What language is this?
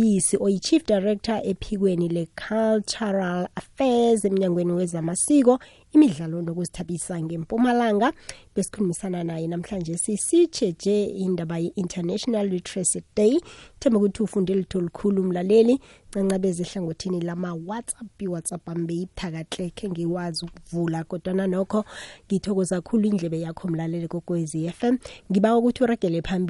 South Ndebele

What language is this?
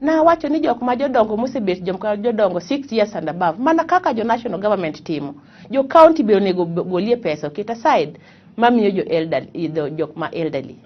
Luo (Kenya and Tanzania)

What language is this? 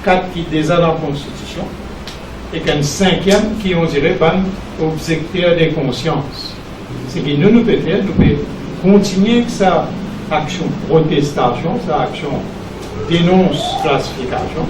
Morisyen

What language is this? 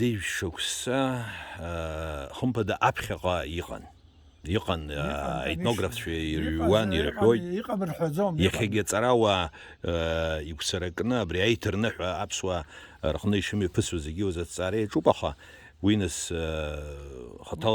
Abkhazian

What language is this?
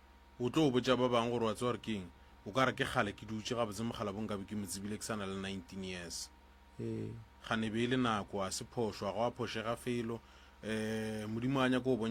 Northern Sotho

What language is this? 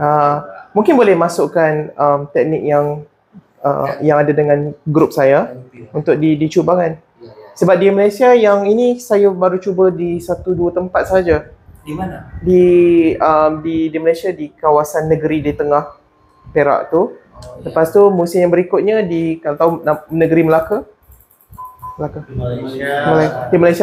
Malay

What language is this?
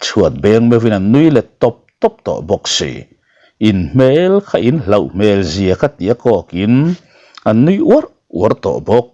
Mizo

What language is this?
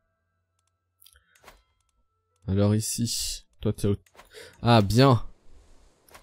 French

